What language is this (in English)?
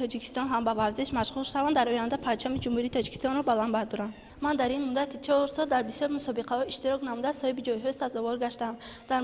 Tajik